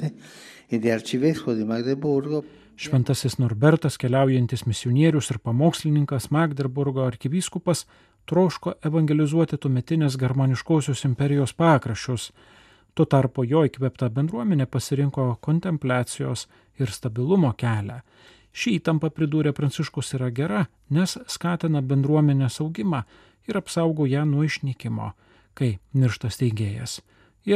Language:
Lithuanian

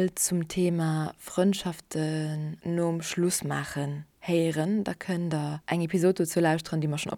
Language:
Luxembourgish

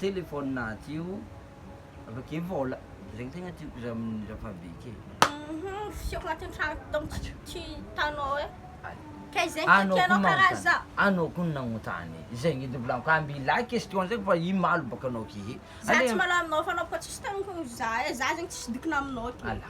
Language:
Malagasy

